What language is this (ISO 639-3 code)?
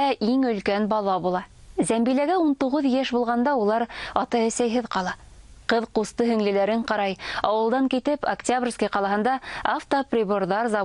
bak